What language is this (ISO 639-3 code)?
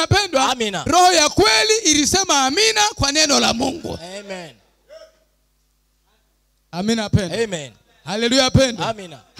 swa